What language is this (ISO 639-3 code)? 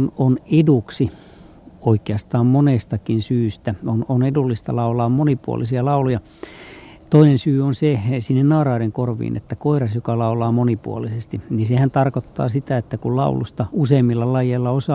fin